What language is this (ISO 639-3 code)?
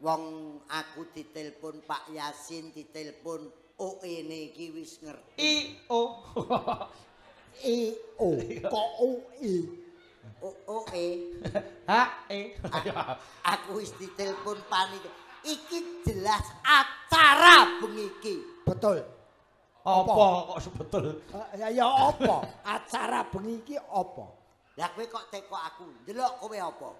jav